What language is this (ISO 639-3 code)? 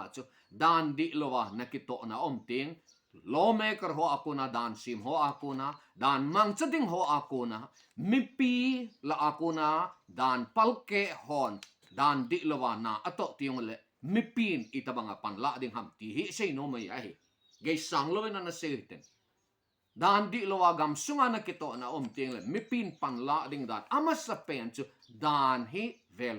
tcz